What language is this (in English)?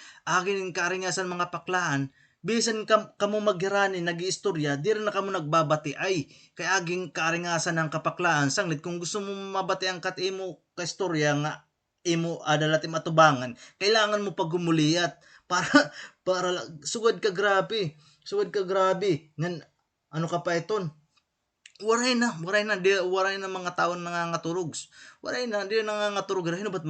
Waray